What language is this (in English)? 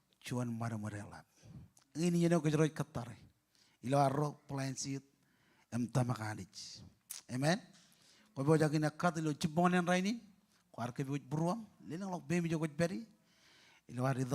Marshallese